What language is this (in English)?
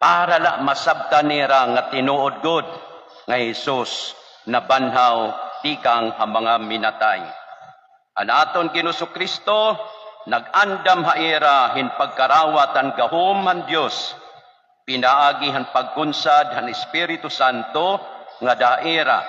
Waray